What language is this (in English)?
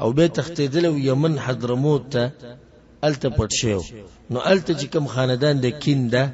Pashto